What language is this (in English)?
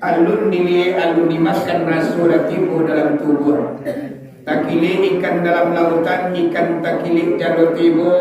Minangkabau